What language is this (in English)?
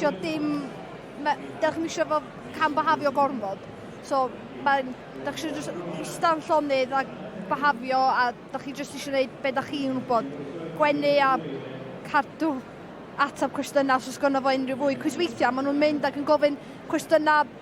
Welsh